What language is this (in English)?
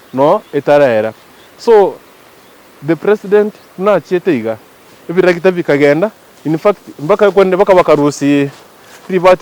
Gusii